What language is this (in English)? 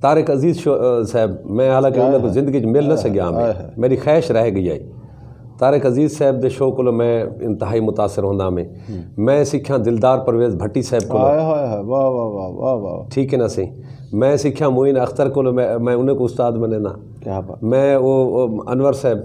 Saraiki